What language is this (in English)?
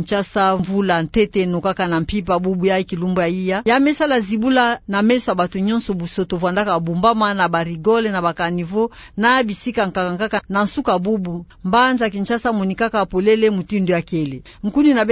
Kituba (Democratic Republic of Congo)